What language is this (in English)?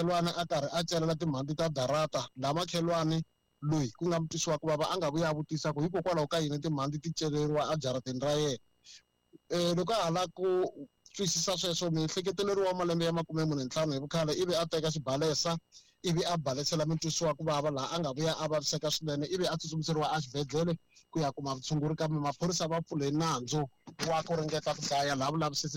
Tsonga